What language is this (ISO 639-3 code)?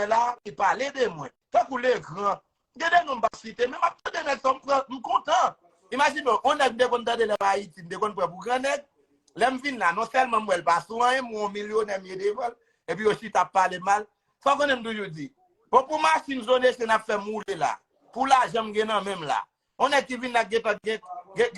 hat